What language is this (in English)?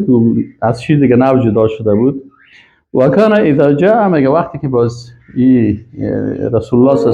Persian